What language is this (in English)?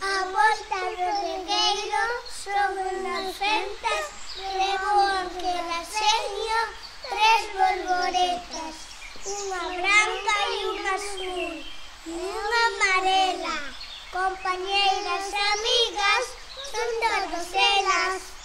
Galician